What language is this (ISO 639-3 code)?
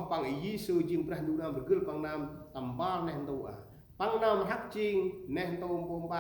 cmo